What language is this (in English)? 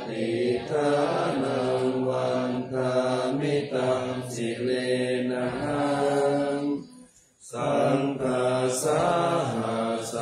Pali